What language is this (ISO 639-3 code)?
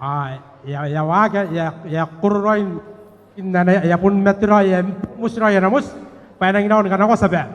gil